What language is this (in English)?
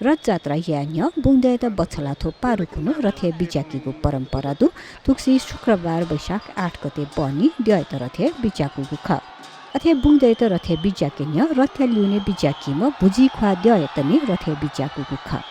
Newari